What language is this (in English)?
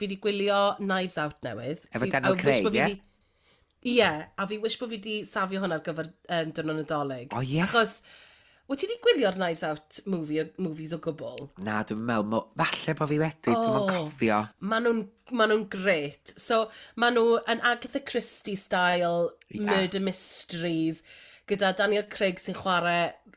Welsh